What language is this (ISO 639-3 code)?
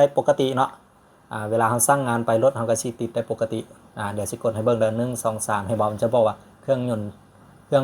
lao